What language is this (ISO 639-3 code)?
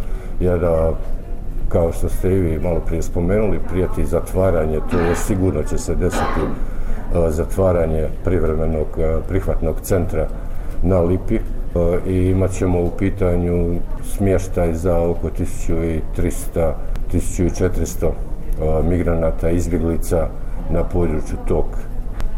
bos